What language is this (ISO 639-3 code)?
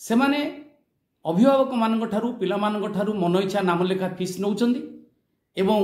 ori